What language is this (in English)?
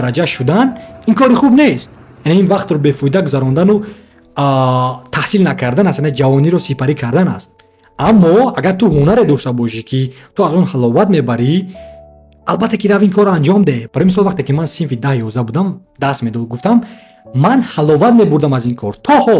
Tajik